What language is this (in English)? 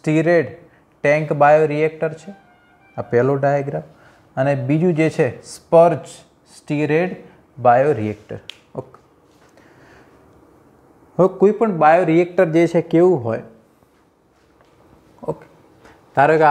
Gujarati